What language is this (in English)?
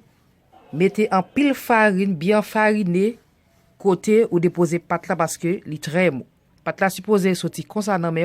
Haitian Creole